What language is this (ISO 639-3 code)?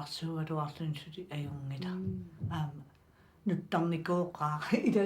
kal